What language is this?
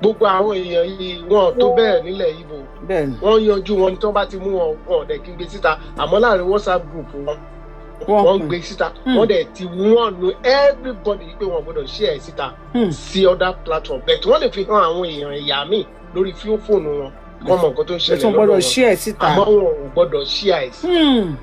Yoruba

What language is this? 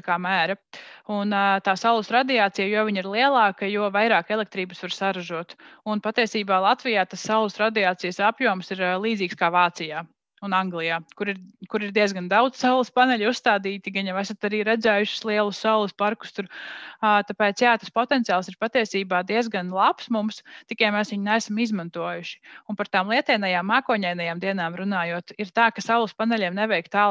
Latvian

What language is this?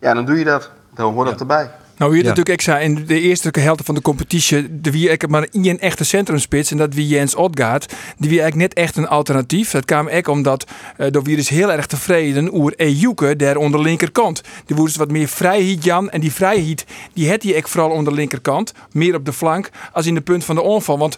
Western Frisian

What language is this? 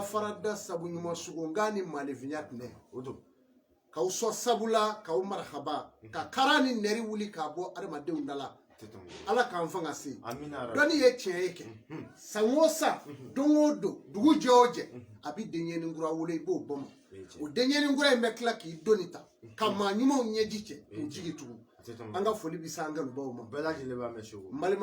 Bambara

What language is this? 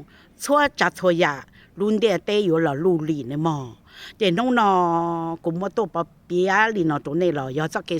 Hmong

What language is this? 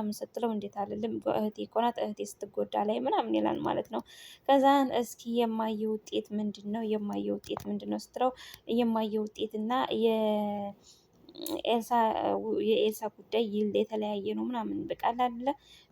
Amharic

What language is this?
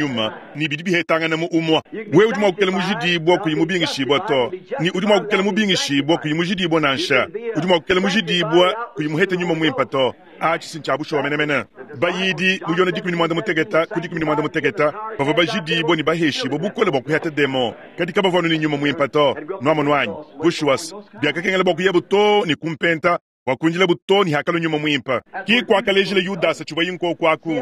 Luba-Lulua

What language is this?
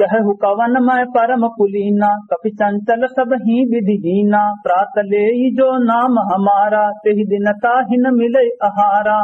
Awadhi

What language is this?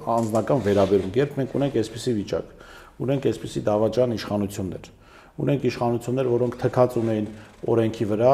Armenian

